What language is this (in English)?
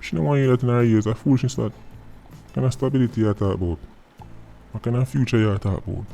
Jamaican Creole English